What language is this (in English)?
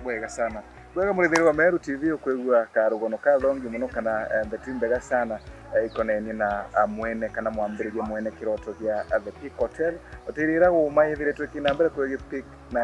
Meru